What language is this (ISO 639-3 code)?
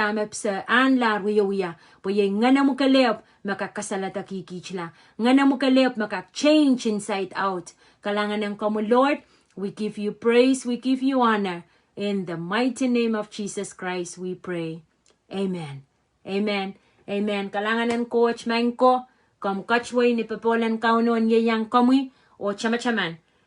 pon